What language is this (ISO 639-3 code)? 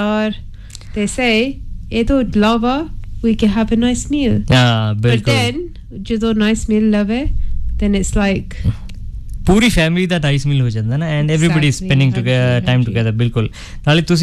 pan